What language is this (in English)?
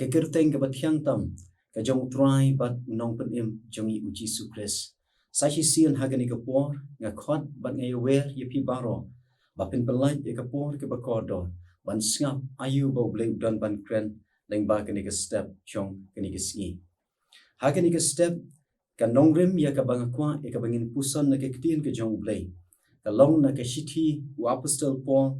Khasi